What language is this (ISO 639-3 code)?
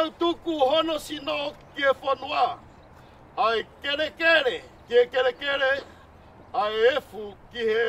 ton